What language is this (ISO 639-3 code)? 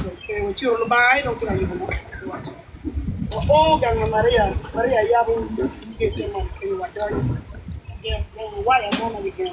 ach